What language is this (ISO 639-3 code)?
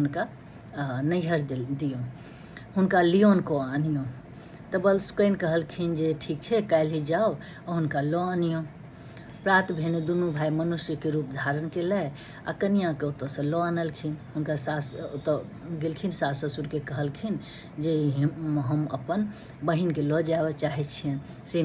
mai